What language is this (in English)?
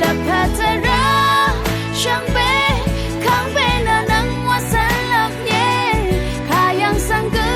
Rawang